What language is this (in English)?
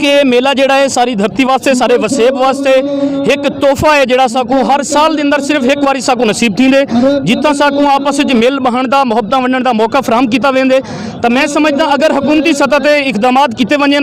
Saraiki